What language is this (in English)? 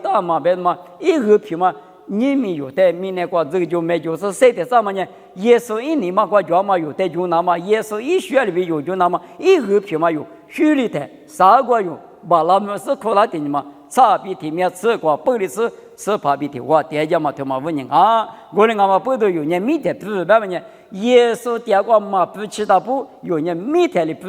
Lisu